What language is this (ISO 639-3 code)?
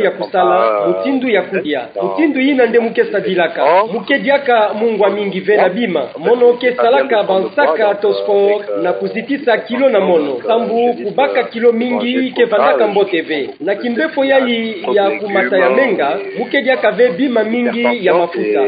ktu